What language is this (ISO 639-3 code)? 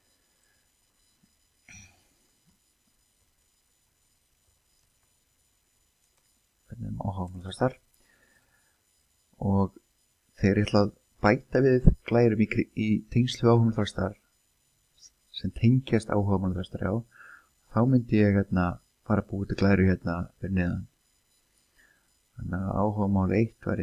isl